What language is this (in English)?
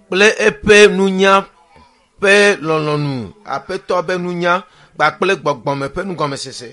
Ewe